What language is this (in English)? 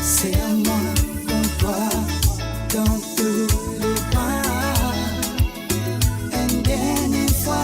Morisyen